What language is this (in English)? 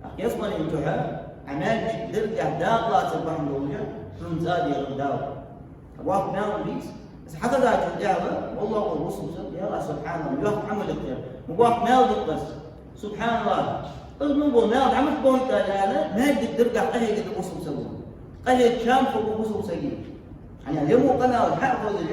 Ingush